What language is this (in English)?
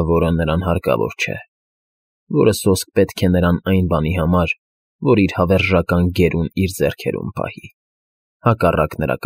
Armenian